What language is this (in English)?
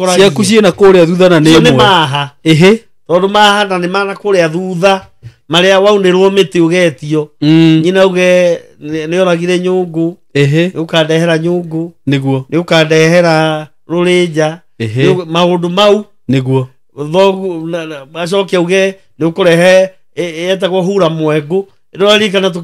Kikuyu